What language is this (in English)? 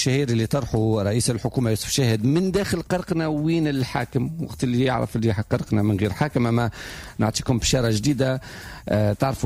Tunisian Arabic